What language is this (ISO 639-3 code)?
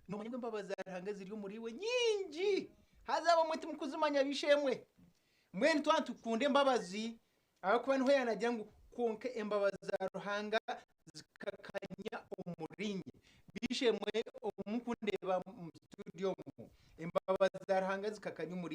nyn